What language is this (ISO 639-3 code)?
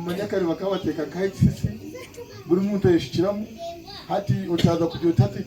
nyn